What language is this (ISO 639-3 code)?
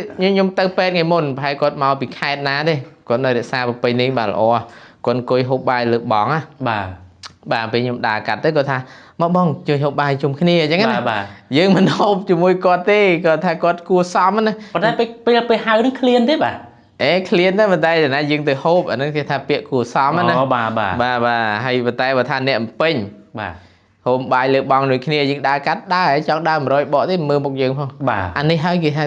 khm